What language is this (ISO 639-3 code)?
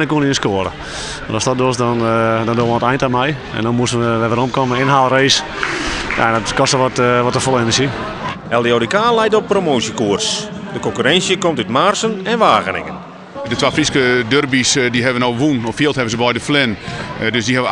fry